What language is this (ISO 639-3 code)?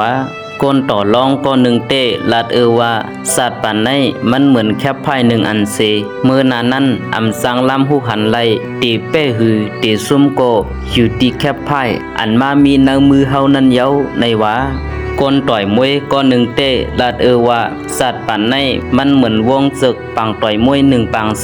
shn